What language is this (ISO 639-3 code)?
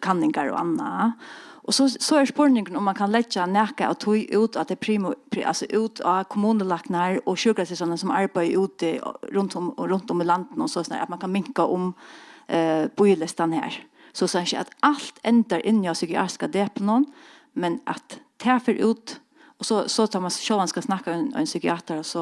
fao